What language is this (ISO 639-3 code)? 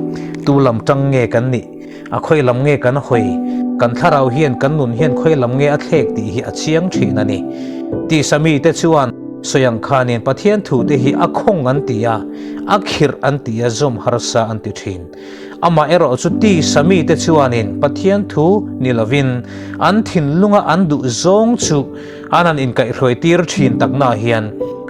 lus